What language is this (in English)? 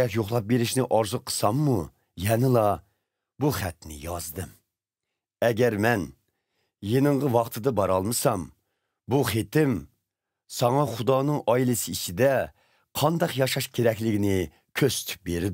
Uyghur